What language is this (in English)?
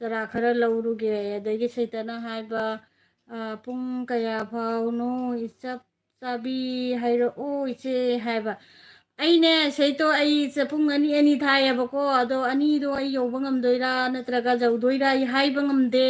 Manipuri